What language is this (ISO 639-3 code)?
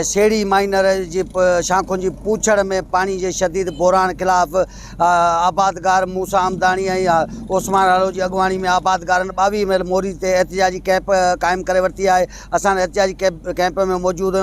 snd